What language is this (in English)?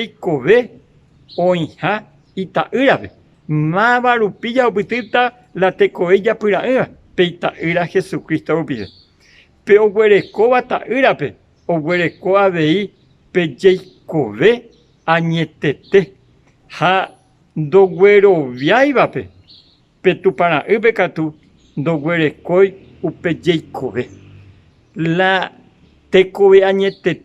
Guarani